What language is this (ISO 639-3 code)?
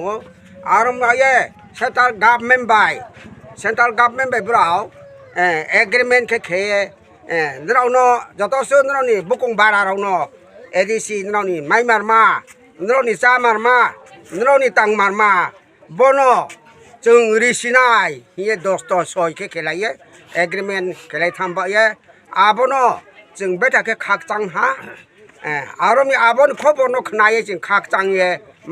ria